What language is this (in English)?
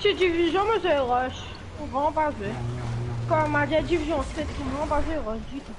Morisyen